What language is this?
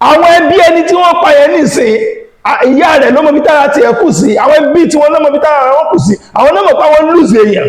Yoruba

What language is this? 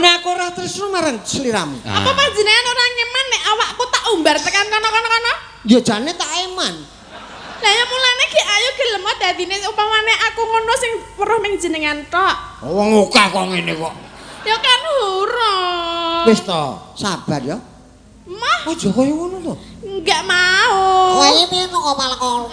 Javanese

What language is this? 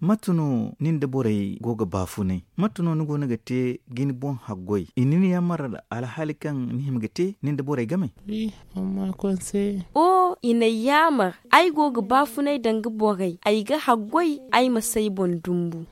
Zarma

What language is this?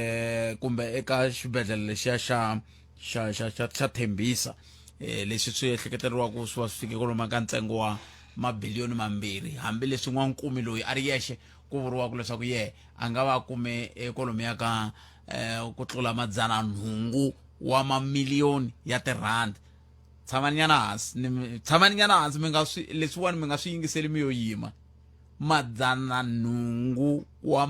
Tsonga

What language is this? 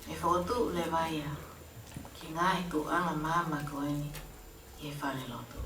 Tongan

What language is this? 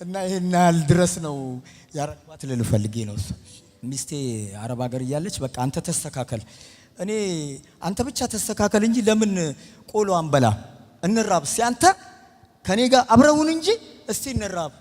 Amharic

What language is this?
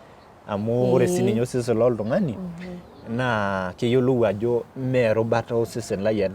Masai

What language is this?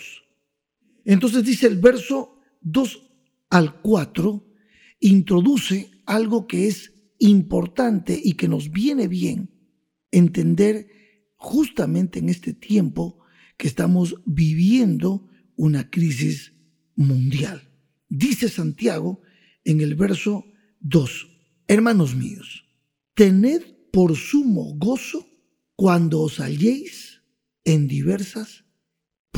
Spanish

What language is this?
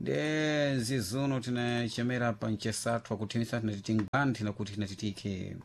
Sena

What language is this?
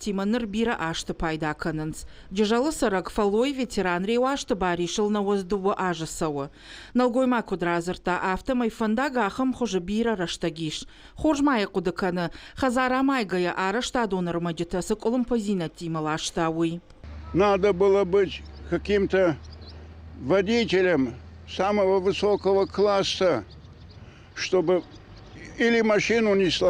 Ossetic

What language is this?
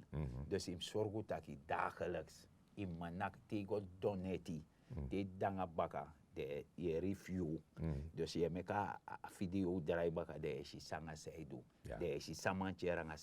Sranan Tongo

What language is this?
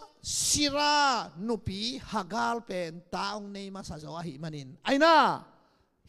Tedim Chin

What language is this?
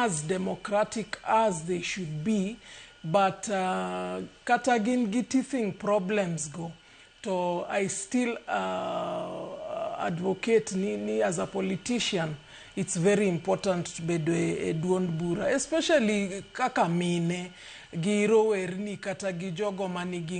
Luo (Kenya and Tanzania)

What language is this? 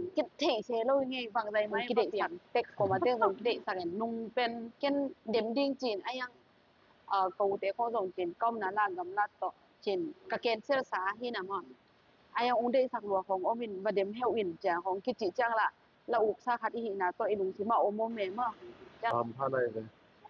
Tedim Chin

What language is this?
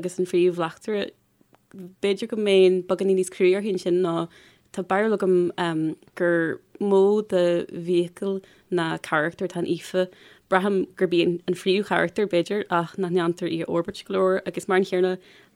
Irish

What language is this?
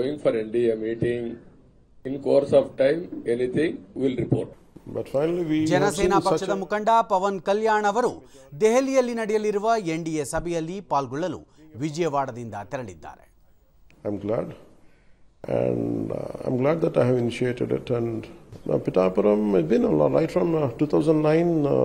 Kannada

